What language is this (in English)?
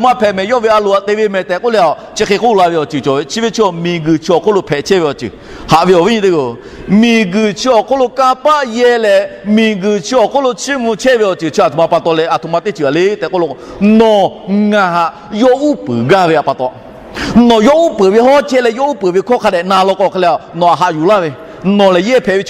Lahu